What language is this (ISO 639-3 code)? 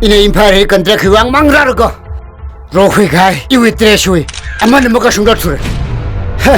nmf